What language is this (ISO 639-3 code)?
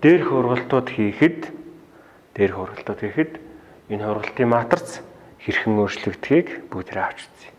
mon